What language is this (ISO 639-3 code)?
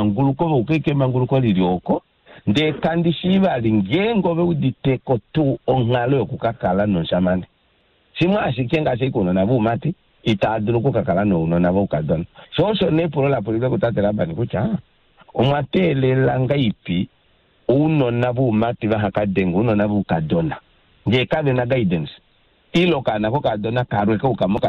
kua